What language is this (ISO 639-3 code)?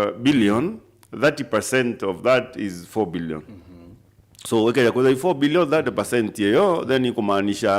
mer